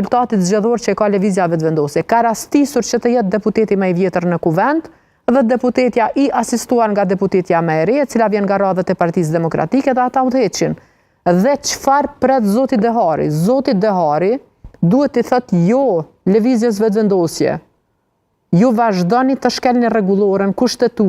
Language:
Albanian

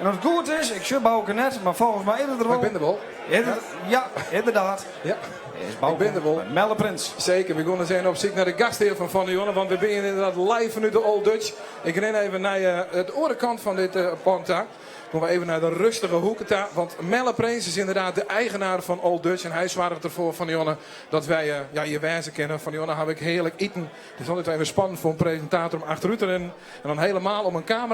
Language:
Western Frisian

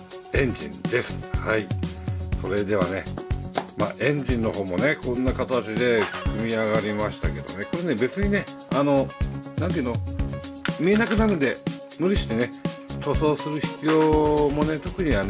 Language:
Japanese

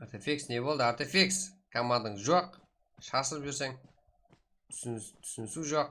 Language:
Kara-Kalpak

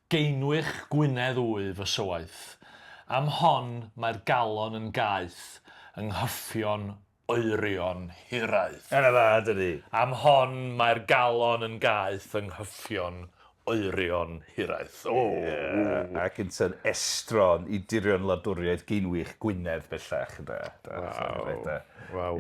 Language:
Welsh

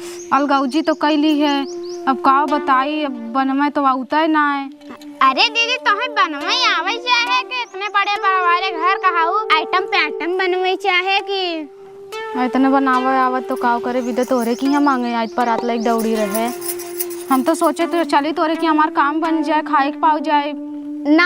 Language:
Awadhi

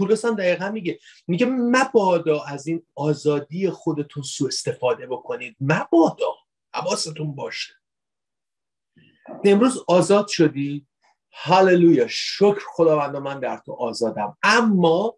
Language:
Persian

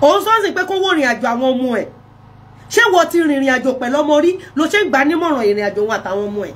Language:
Yoruba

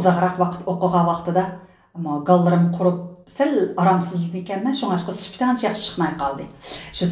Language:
Uyghur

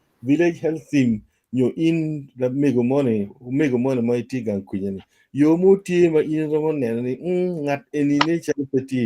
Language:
Acoli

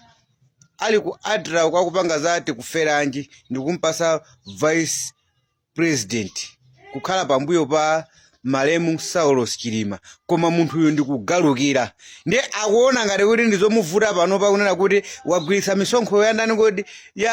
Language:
Nyanja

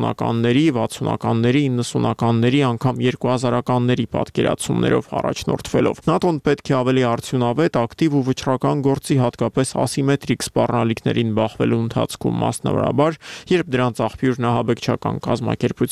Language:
Armenian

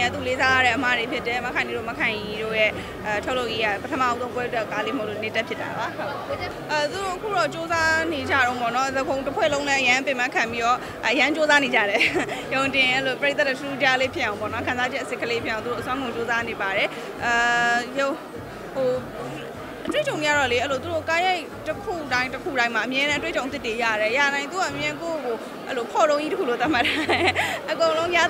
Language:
Burmese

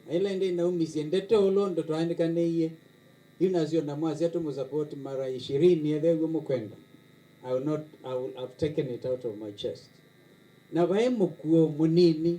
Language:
Kamba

